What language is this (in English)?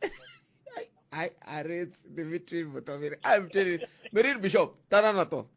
Tsonga